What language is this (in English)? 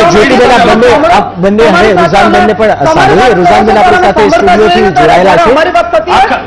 Gujarati